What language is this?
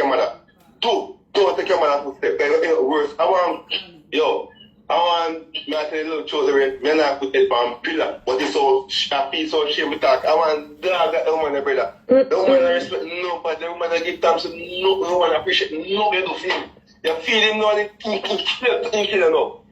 Jamaican Creole English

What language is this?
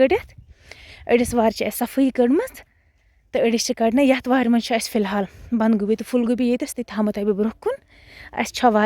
Kashmiri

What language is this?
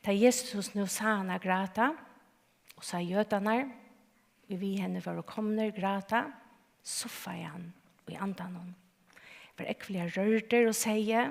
Faroese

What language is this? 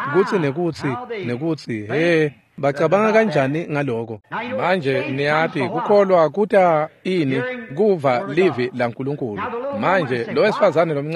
Swati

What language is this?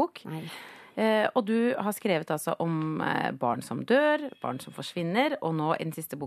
Norwegian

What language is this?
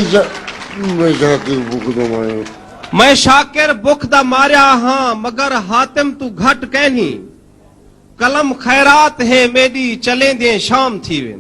Saraiki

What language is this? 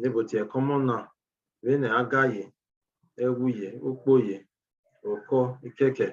Bini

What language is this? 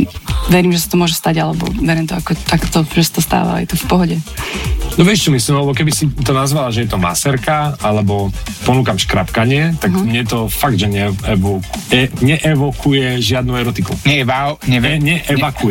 Slovak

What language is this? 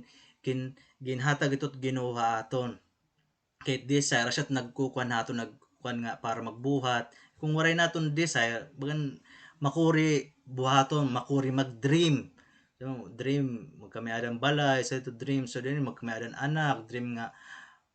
Waray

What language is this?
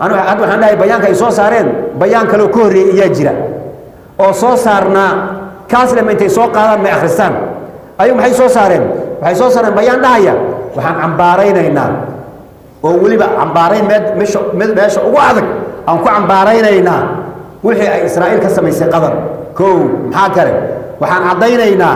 Somali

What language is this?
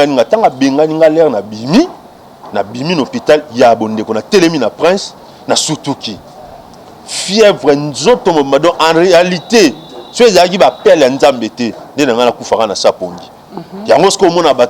Lingala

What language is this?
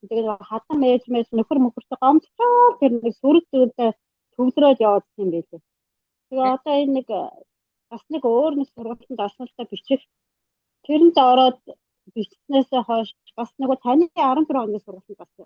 Mongolian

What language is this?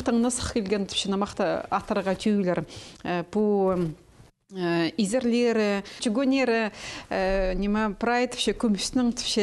Khakas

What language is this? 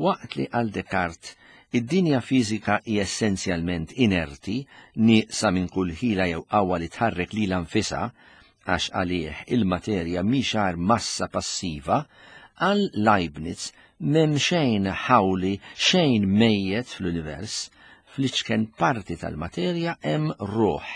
Maltese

